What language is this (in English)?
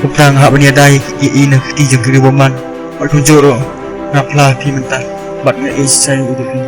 Khasi